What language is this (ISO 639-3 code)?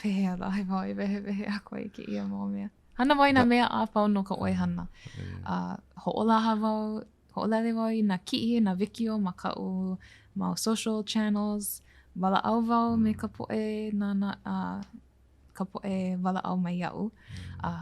haw